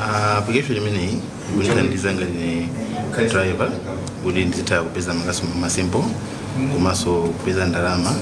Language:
Nyanja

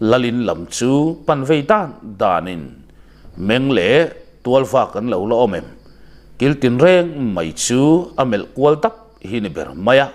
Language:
Mizo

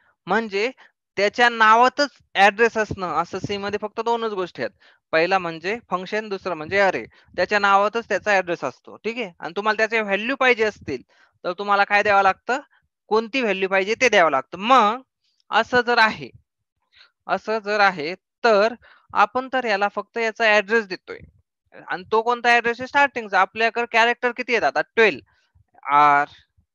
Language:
Marathi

